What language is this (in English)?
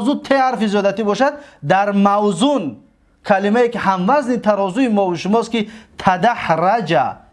Tajik